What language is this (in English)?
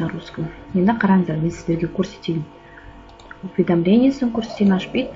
Kazakh